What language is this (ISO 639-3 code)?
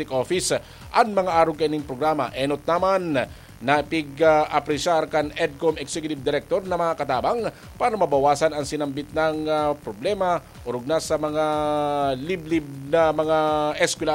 bik